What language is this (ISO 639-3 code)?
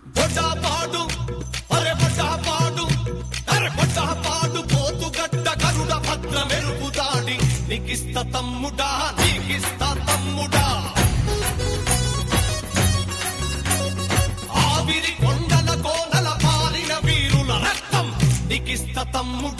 tel